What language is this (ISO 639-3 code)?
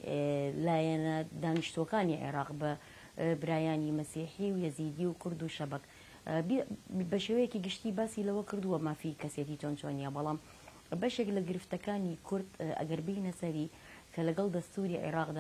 ckb